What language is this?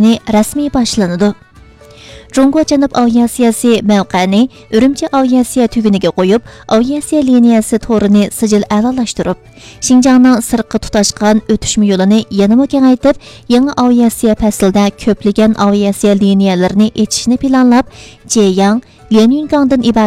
Uyghur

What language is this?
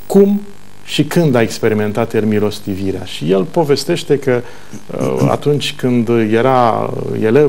Romanian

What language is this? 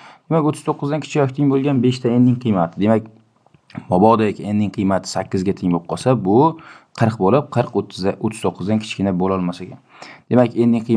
Uzbek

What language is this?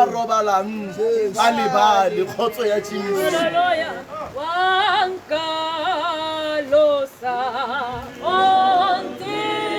Tswana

